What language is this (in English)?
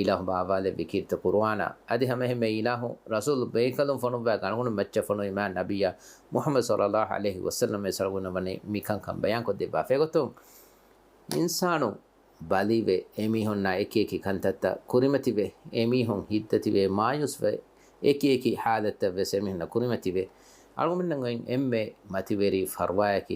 Divehi